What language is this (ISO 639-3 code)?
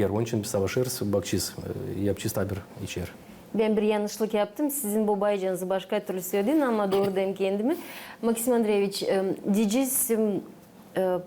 gag